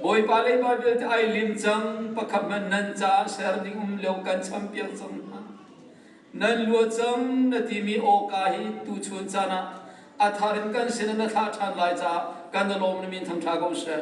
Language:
Hakha Chin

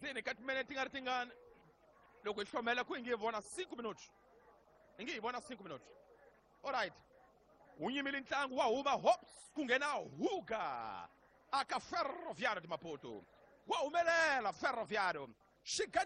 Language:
Tsonga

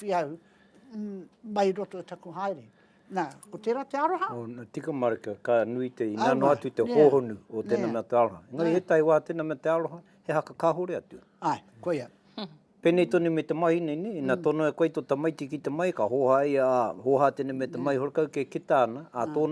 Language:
Māori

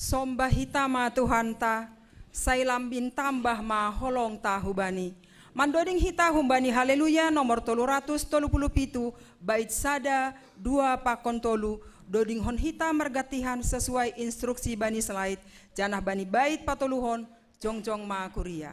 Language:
Batak Simalungun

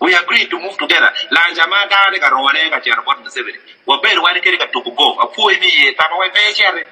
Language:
Acoli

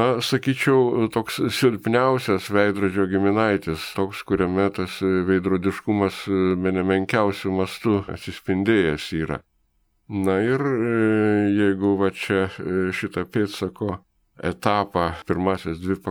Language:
Lithuanian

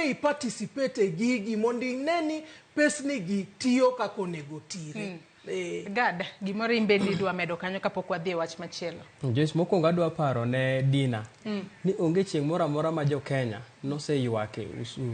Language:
Luo (Kenya and Tanzania)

